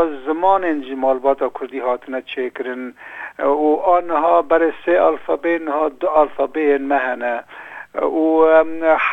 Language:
Kurdish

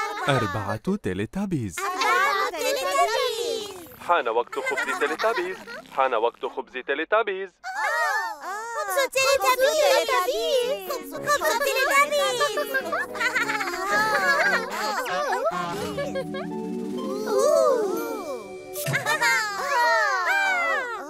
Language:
Arabic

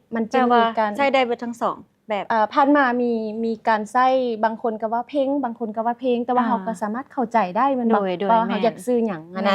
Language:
Lao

